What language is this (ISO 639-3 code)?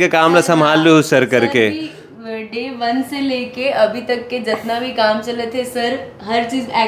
hne